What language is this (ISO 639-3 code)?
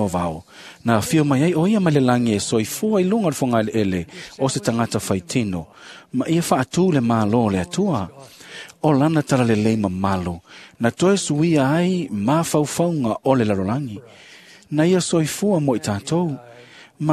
smo